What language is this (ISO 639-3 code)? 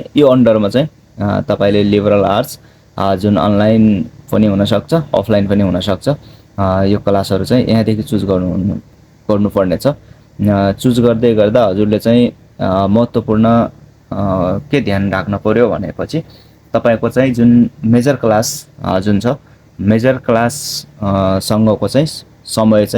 nep